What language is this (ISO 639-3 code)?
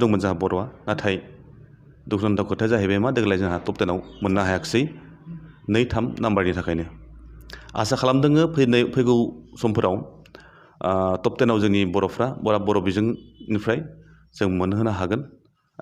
brx